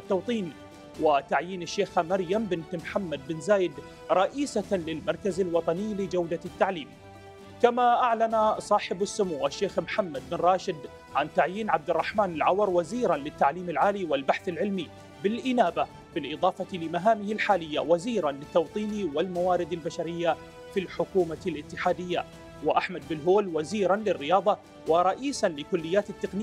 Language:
Arabic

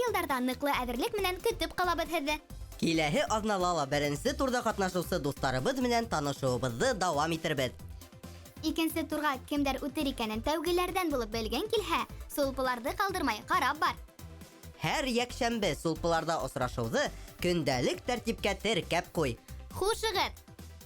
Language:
Bashkir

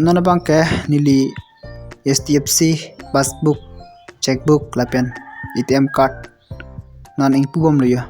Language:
Karbi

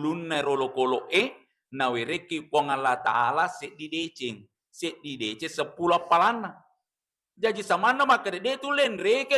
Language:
Buginese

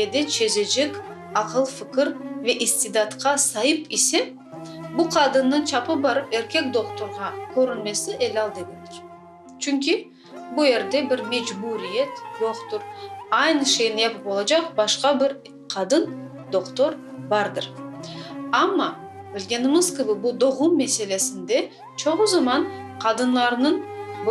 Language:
Crimean Tatar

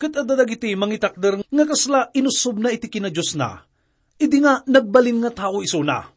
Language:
Iloko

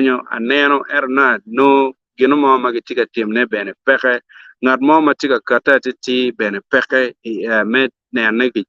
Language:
Acoli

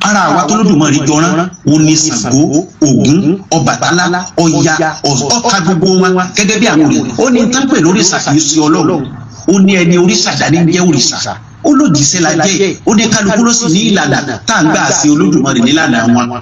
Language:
Yoruba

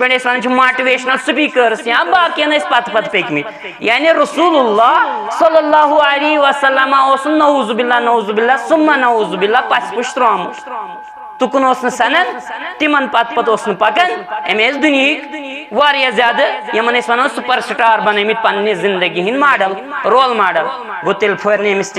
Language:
Kashmiri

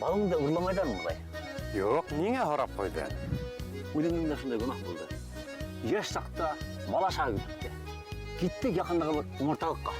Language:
Bashkir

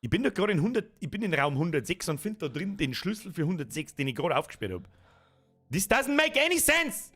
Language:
Bavarian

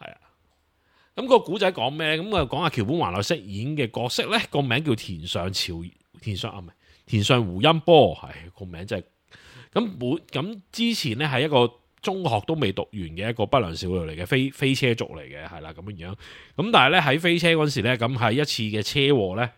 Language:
Cantonese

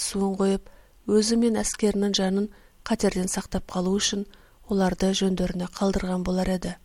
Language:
Kazakh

